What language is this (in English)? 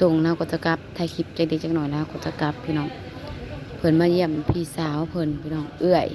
Northeastern Thai